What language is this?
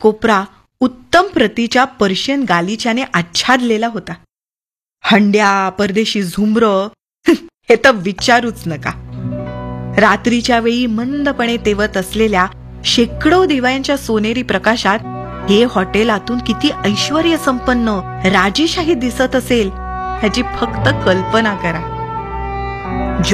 Marathi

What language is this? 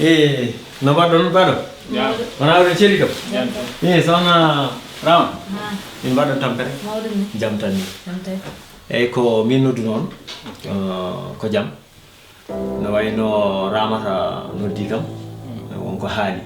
Fula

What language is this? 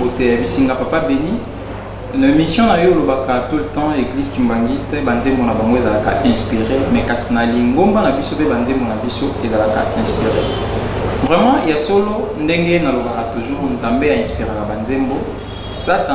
Lingala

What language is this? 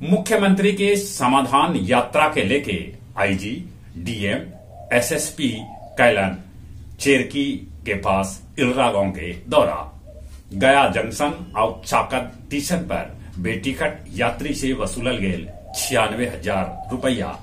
Magahi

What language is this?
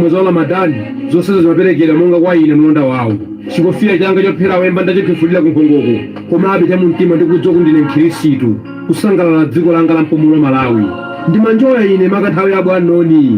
Nyanja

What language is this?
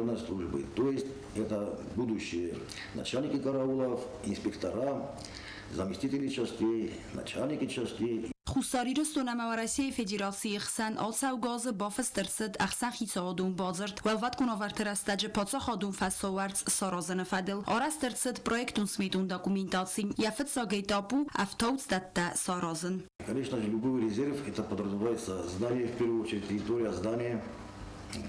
Ossetic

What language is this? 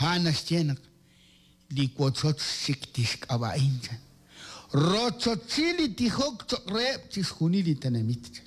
Kekchí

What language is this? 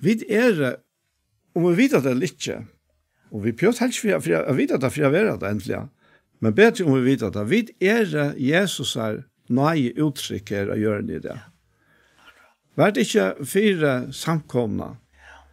Faroese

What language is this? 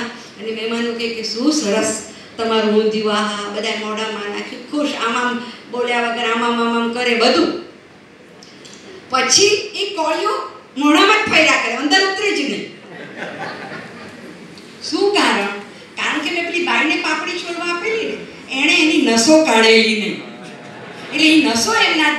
Gujarati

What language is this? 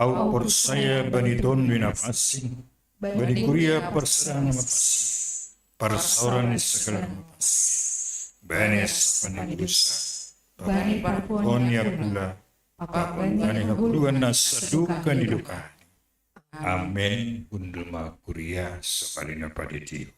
Batak Simalungun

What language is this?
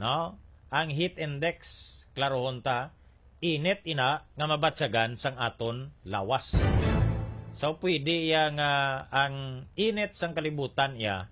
Hiligaynon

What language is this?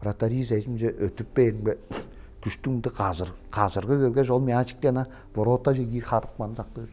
Tuvinian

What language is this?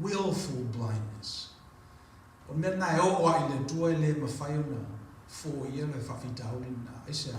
Samoan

